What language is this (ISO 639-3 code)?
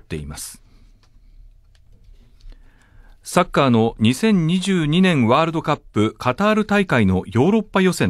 jpn